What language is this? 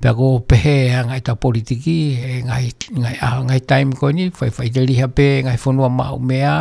Tongan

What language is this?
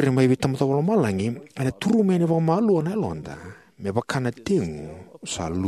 Fijian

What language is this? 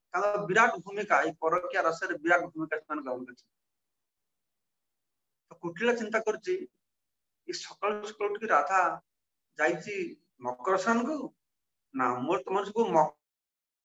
Odia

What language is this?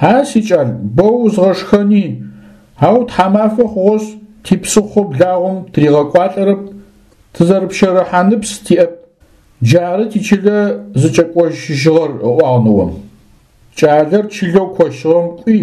Adyghe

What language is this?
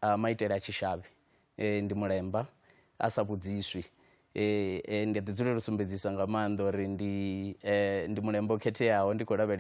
Venda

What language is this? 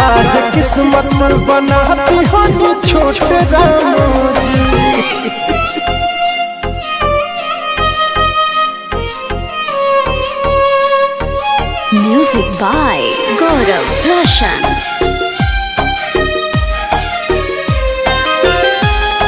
Bhojpuri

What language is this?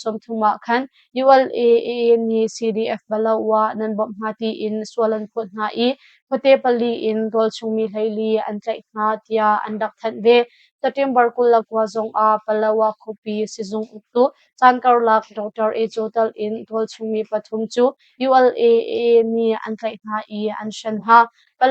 Hakha Chin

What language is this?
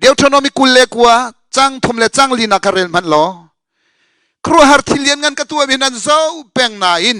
Hakha Chin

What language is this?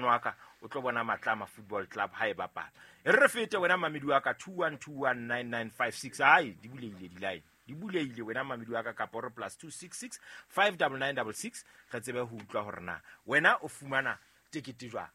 Southern Sotho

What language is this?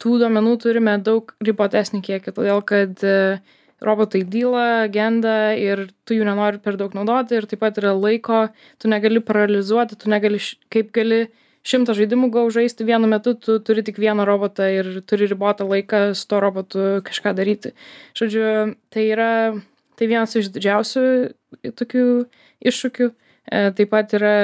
Lithuanian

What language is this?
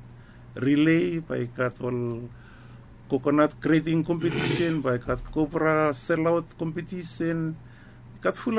Bislama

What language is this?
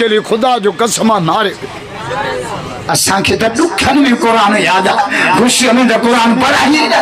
Sindhi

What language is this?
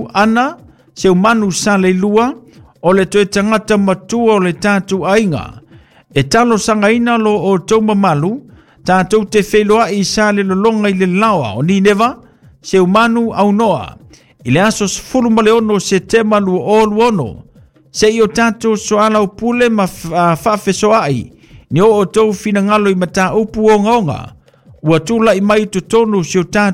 Samoan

